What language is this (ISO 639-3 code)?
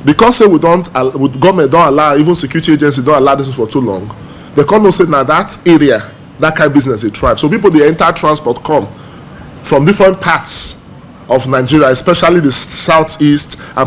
pcm